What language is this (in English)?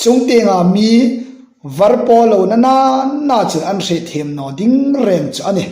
Hmar